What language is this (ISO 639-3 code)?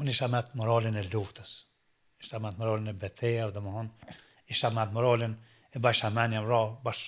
sqi